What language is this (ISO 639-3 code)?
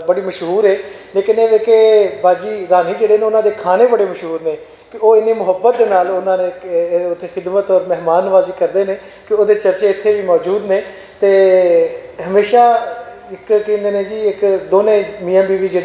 lah